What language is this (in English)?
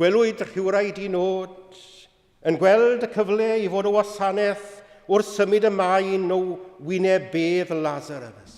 Welsh